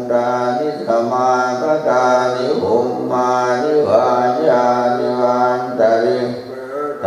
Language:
Pali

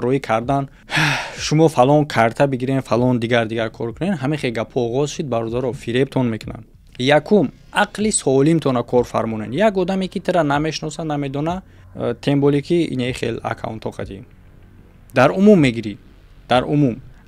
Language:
Tajik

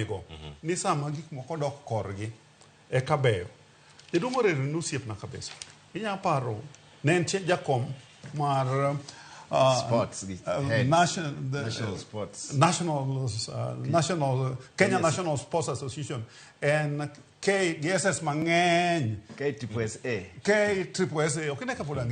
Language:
Luo (Kenya and Tanzania)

